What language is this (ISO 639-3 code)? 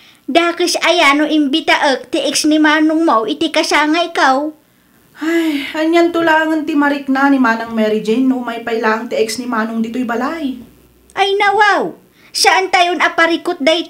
ilo